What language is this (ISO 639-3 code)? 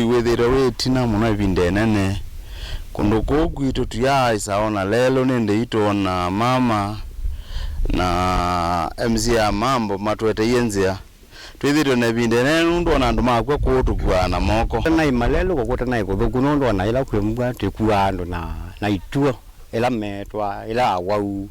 kam